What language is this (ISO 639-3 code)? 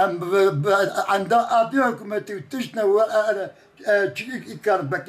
kur